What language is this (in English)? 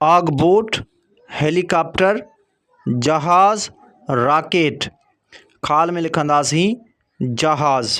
Sindhi